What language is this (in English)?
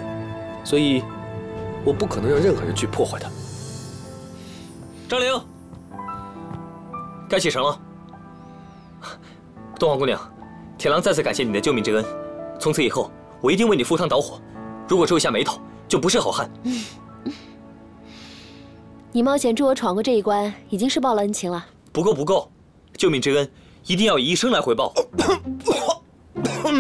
Chinese